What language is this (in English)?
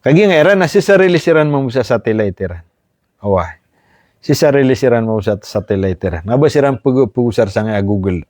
Maranao